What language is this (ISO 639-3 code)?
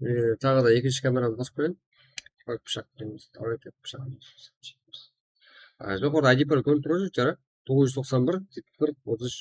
kaa